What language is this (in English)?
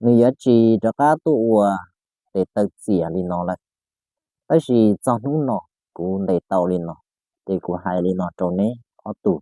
Hmong